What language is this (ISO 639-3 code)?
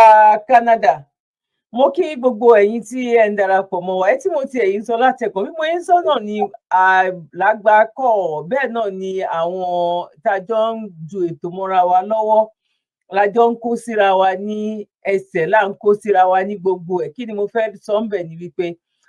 yor